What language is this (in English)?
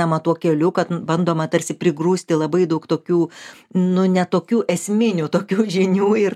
Lithuanian